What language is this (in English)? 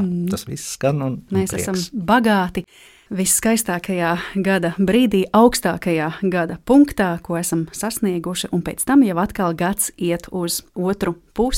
Latvian